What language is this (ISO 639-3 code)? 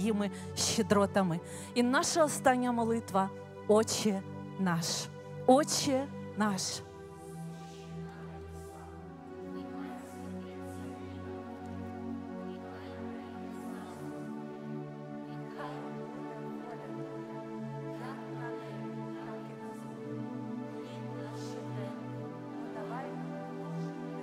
ukr